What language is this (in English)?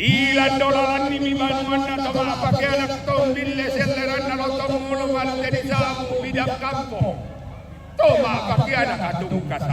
Toraja-Sa'dan